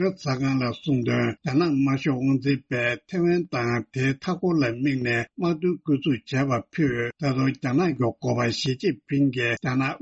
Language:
Tibetan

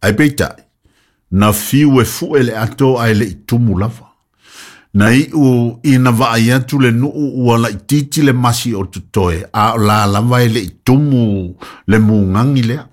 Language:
Samoan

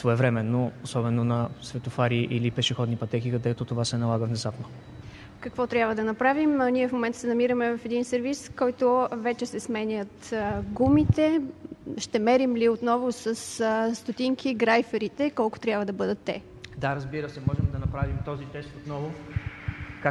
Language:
Bulgarian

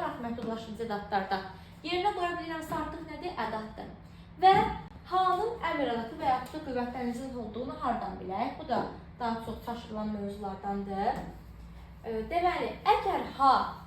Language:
Azerbaijani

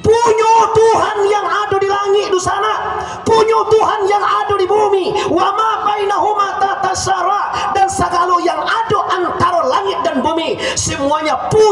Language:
Minangkabau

